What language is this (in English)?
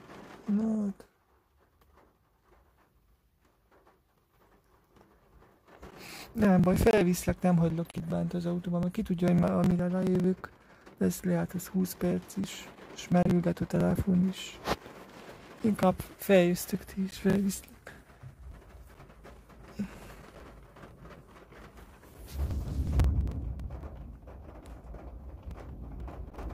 Hungarian